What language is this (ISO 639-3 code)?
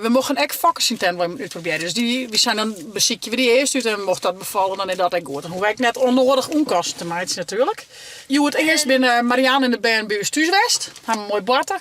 fry